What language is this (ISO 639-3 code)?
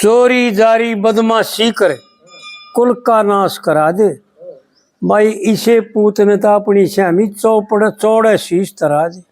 bgc